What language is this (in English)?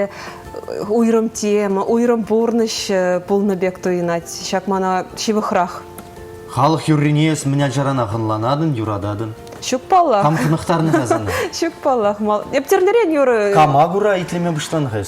Chuvash